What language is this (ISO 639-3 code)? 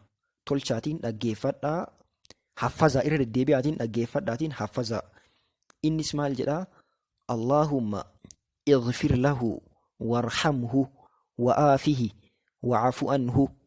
orm